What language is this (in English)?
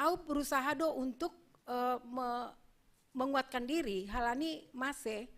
Batak Simalungun